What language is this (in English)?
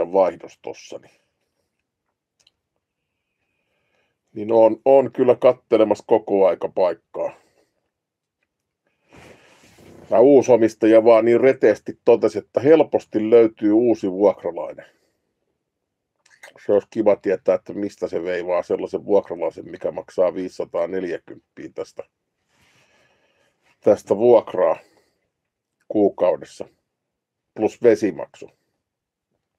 Finnish